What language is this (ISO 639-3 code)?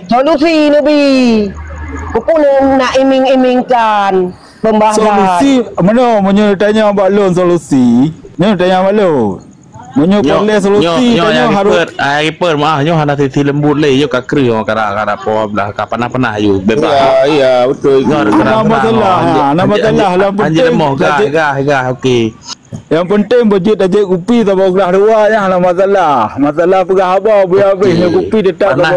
ace